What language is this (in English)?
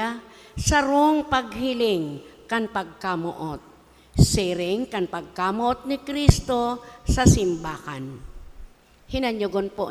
Bikol